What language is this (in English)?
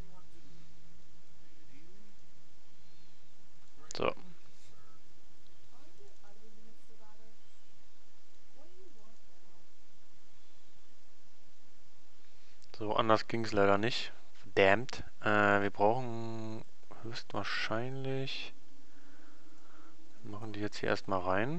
German